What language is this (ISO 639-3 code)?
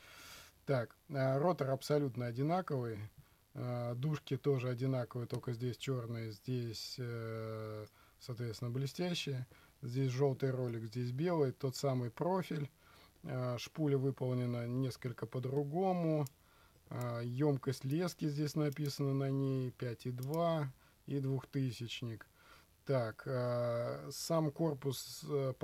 rus